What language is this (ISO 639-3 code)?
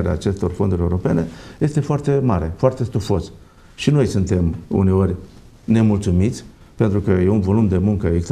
ron